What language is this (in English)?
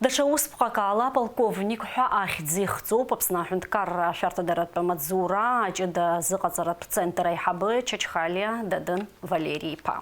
Abkhazian